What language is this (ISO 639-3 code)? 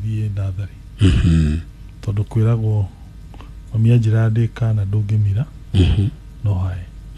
kik